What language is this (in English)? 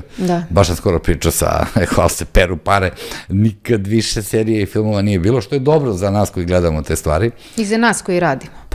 Serbian